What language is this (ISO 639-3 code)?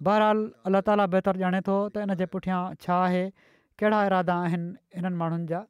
snd